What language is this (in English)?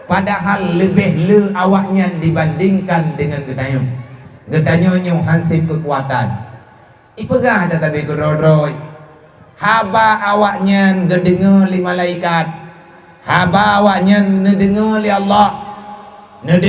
Achinese